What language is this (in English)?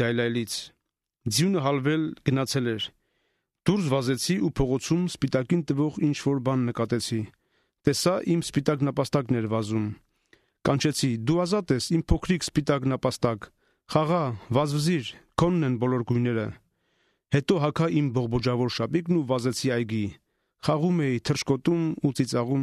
Armenian